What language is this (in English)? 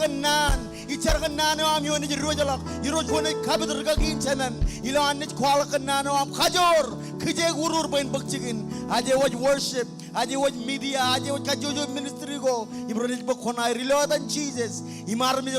Marshallese